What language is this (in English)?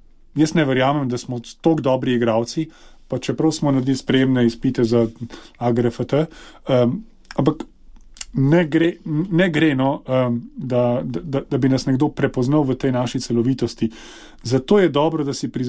Slovenian